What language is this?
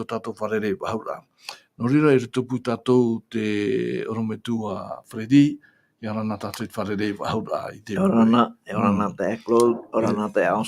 Tahitian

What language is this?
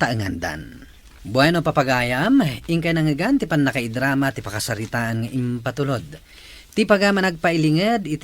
Iloko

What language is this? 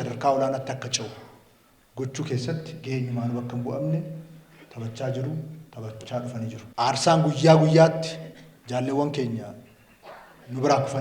Oromo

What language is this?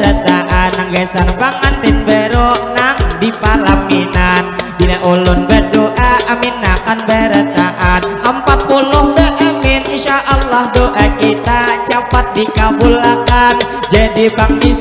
Banjar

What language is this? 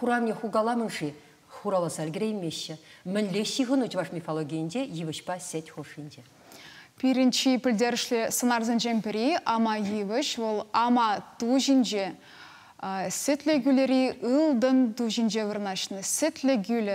Chuvash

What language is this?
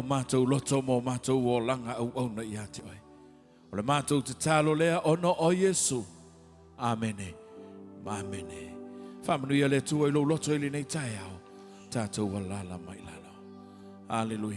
Samoan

